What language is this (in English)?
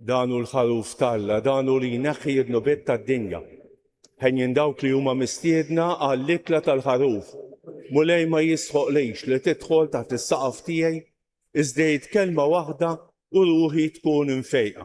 Maltese